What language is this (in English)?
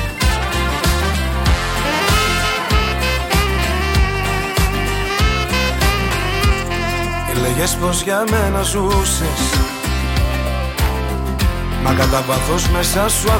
Greek